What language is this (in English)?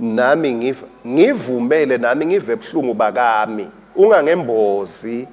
Swati